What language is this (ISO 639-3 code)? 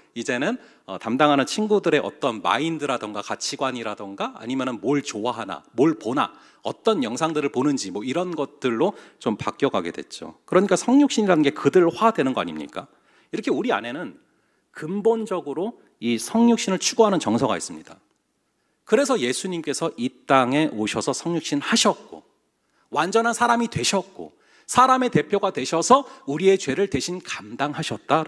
kor